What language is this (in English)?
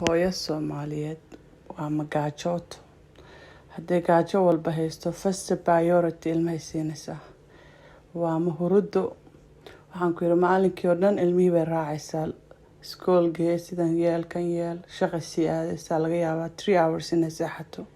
Somali